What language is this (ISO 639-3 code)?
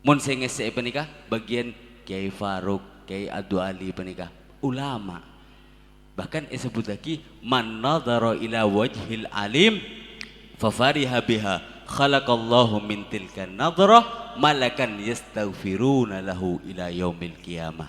mad